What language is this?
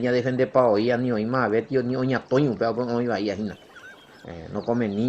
Guarani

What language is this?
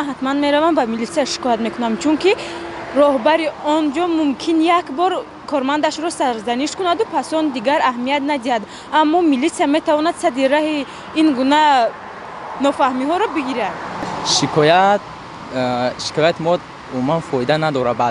Tajik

